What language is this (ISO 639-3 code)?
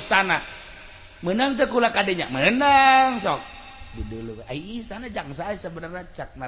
sun